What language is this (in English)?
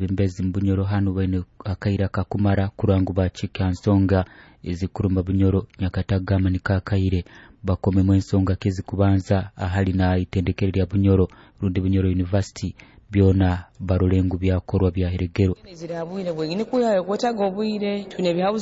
Nyoro